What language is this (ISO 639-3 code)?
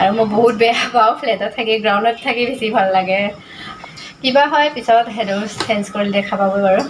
asm